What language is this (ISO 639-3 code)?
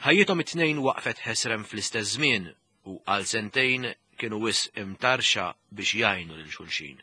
mlt